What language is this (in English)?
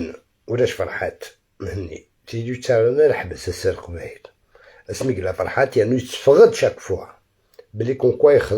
Algerian Arabic